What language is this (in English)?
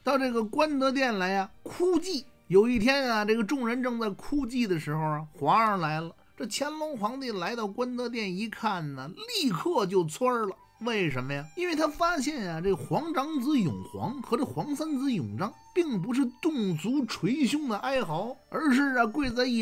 Chinese